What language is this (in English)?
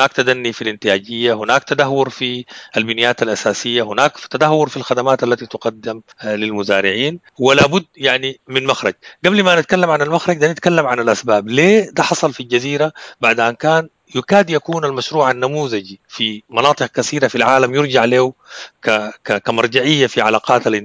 Sudanese Arabic